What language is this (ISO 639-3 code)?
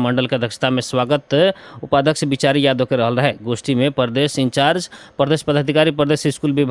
bho